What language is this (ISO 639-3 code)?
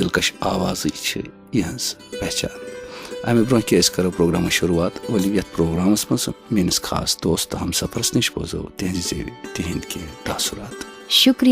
kas